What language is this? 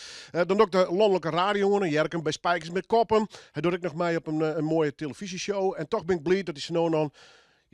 Western Frisian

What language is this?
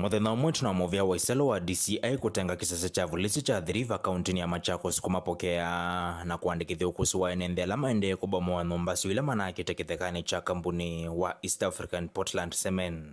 Kamba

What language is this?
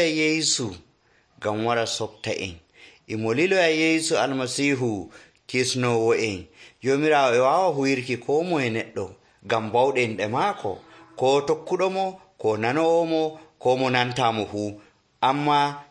Nigerian Fulfulde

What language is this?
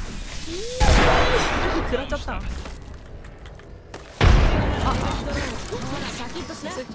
Japanese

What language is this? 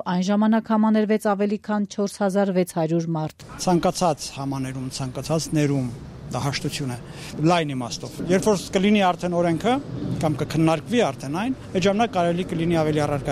Armenian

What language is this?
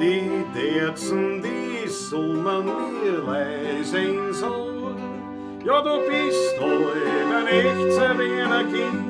Bavarian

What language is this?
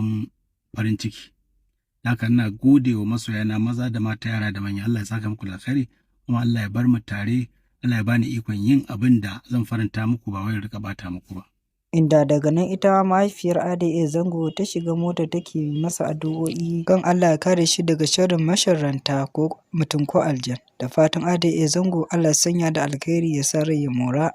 Hausa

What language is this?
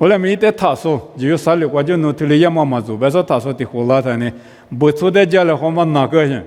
Lisu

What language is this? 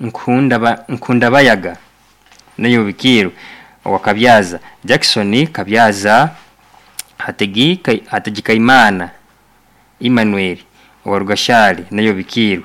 Nyoro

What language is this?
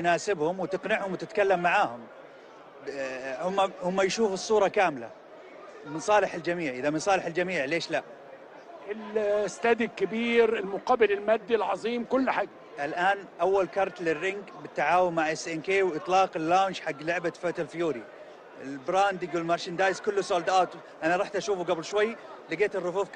Egyptian Arabic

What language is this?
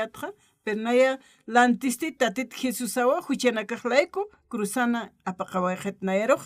Aymara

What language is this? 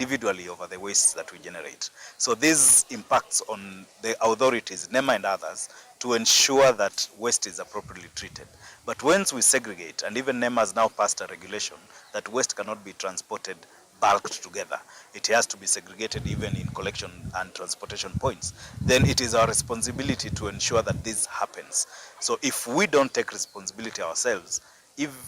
Kamba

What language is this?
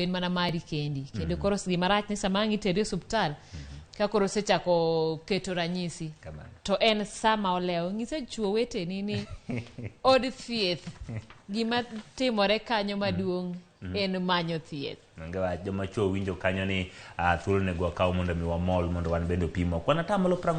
Luo (Kenya and Tanzania)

